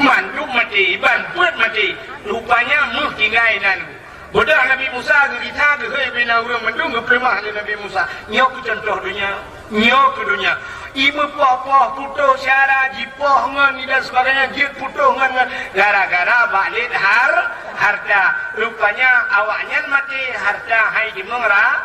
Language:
Achinese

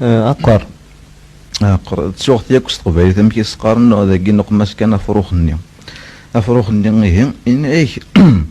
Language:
Kabyle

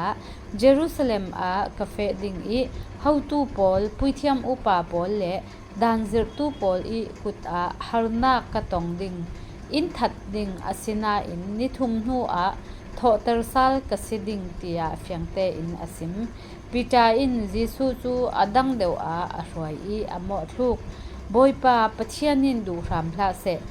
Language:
Falam Chin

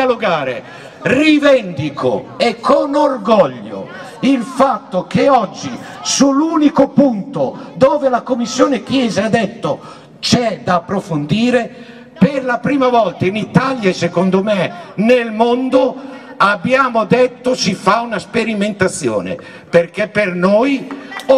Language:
Italian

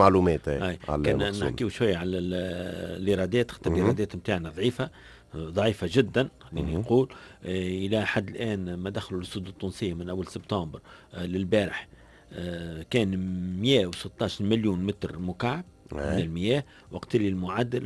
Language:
Tunisian Arabic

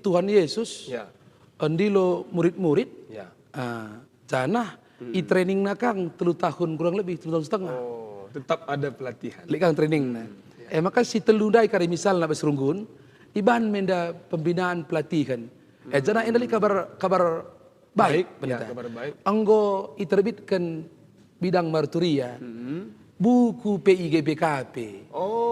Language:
Batak Karo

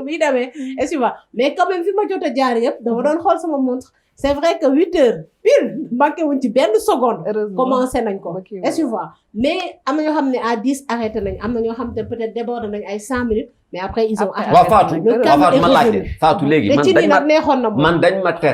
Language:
Wolof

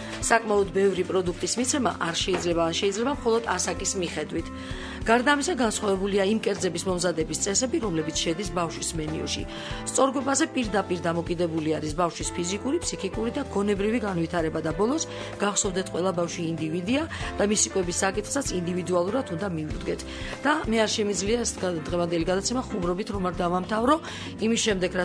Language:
Georgian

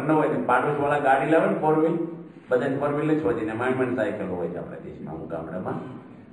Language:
Gujarati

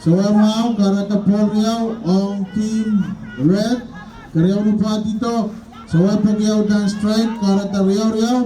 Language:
Pohnpeian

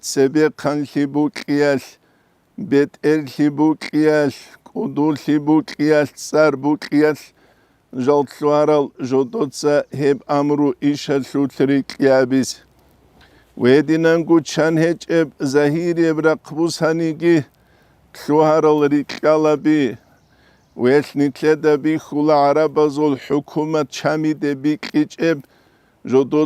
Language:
Avaric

